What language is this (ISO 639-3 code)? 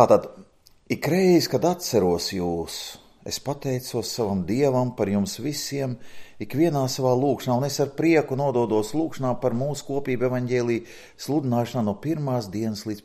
lav